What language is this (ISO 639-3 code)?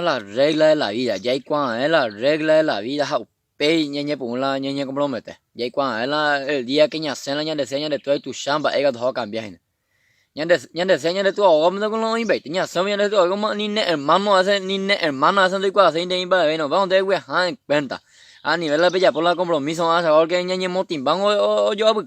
grn